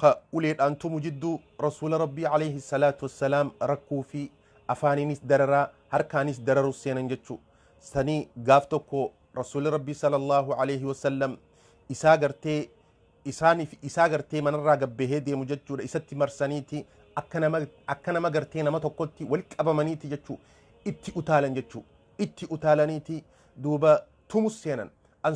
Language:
Oromo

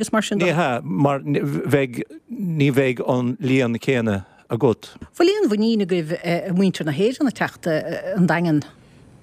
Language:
Irish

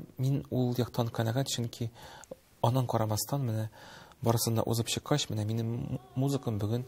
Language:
Tatar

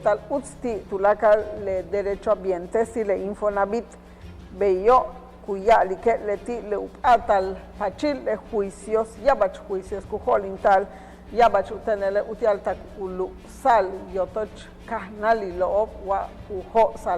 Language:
Yucateco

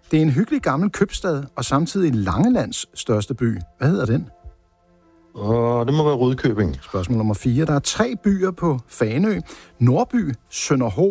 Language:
Danish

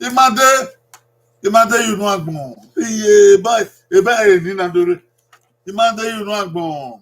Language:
Bini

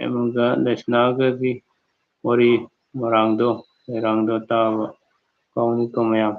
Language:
Manipuri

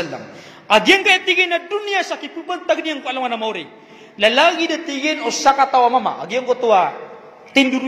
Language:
Maranao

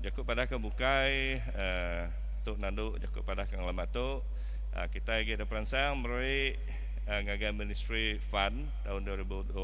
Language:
Iban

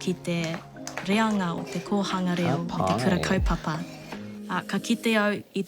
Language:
Māori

